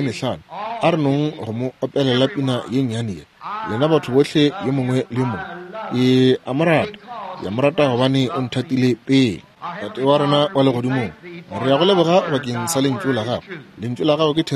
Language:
Northern Sotho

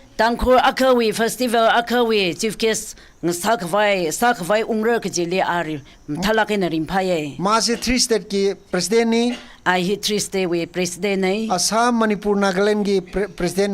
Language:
Tangkhul Naga (India)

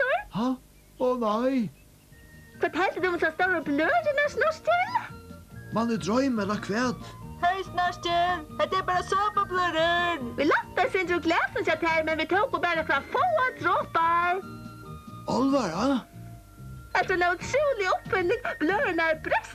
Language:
Faroese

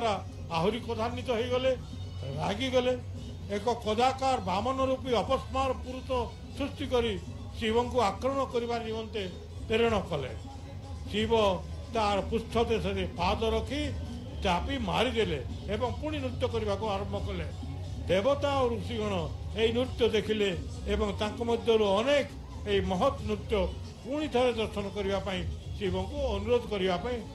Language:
Odia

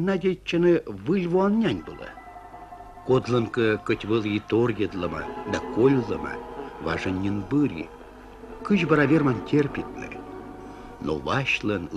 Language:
Komi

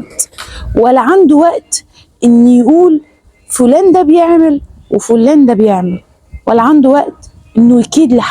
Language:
Egyptian Arabic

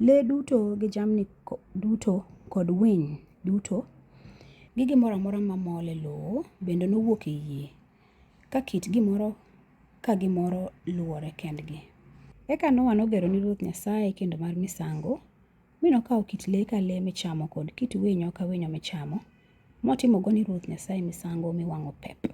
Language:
Luo (Kenya and Tanzania)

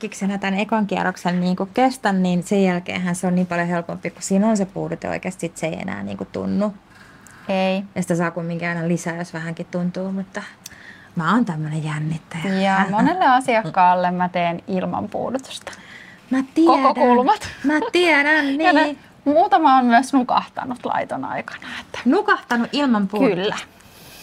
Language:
Finnish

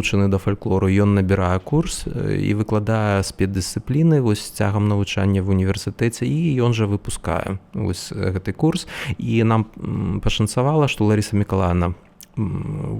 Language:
Belarusian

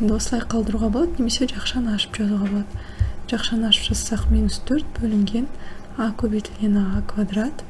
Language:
Kazakh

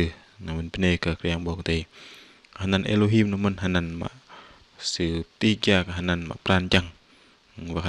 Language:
Bahnar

